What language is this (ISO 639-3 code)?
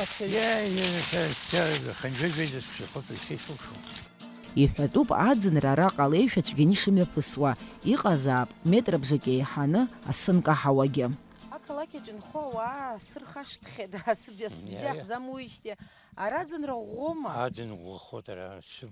abk